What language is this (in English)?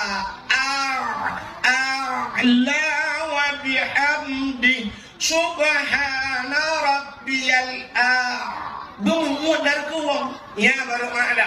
Achinese